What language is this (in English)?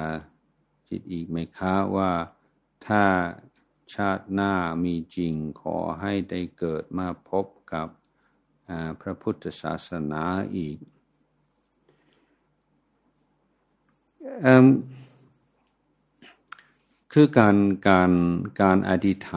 Thai